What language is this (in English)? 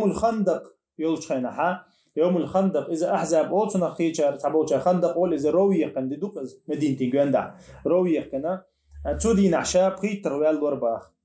Chechen